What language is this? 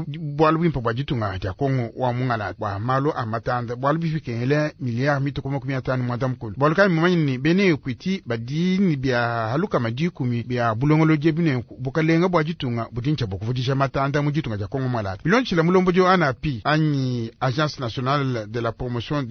Luba-Lulua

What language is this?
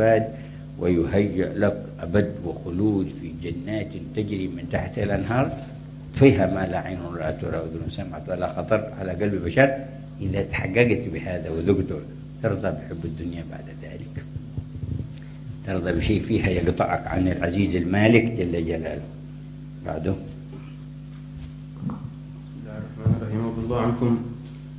Arabic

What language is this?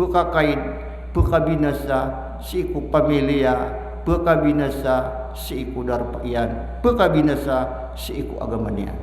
Maranao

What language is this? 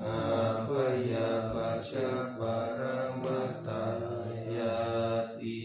Pali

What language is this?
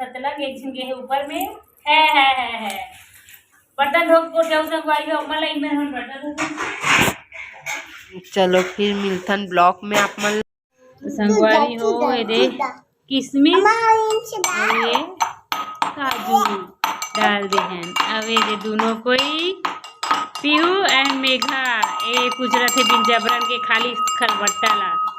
Chhattisgarhi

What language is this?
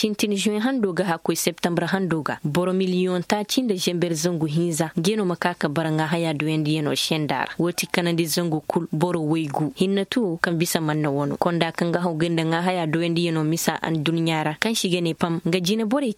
Koyraboro Senni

